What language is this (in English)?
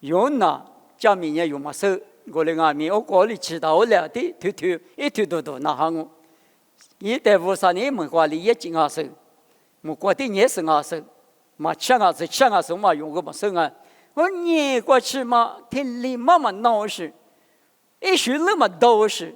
Lisu